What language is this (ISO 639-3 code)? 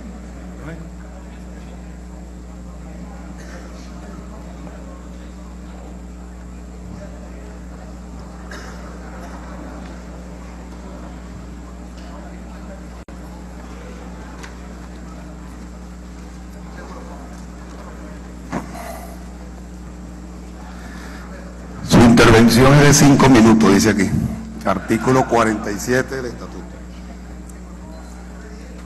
spa